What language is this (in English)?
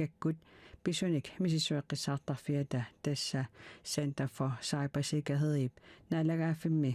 Kalaallisut